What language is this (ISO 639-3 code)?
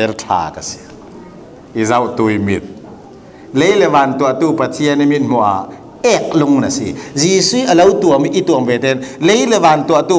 cfm